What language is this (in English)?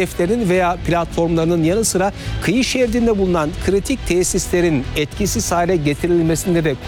Turkish